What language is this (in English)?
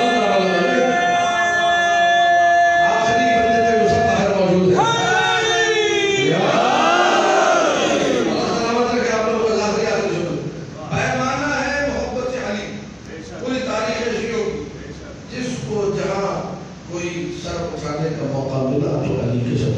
Urdu